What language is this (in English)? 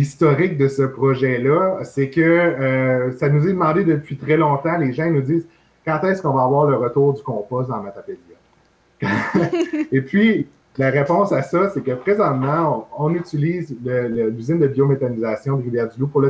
French